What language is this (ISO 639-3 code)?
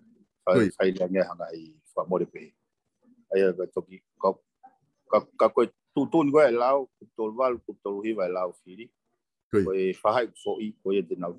ton